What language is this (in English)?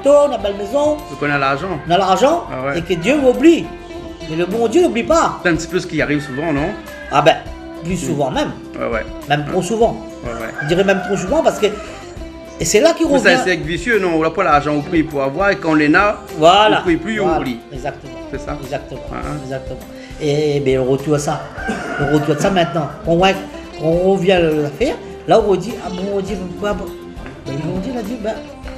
Réunion Creole French